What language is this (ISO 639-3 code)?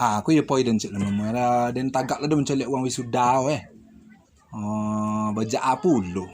min